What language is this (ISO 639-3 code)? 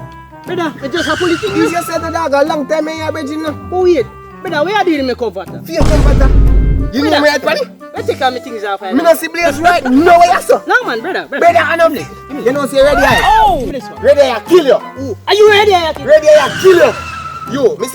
jam